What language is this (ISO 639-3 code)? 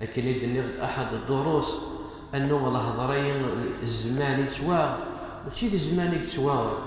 kab